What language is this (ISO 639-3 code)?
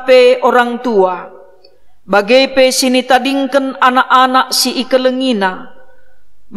btx